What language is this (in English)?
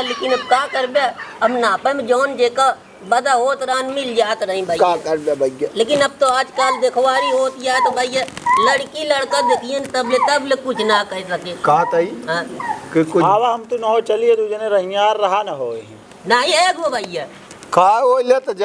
Awadhi